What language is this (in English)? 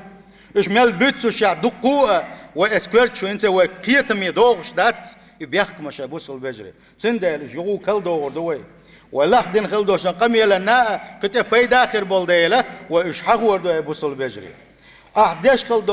Chechen